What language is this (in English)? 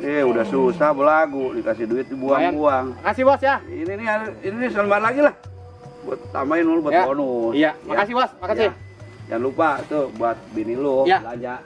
Betawi